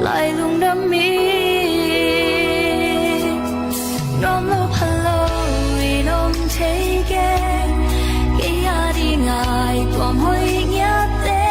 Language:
Tedim Chin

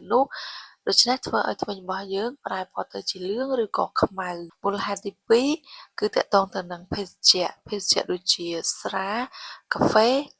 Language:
Khmer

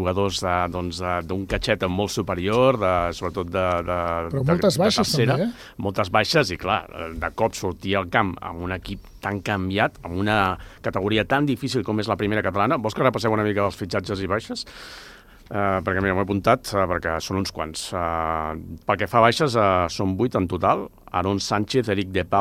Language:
Catalan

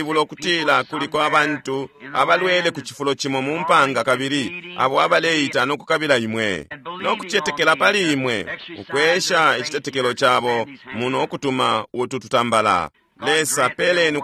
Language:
Bemba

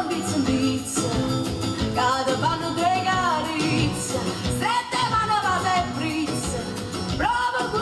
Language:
Neapolitan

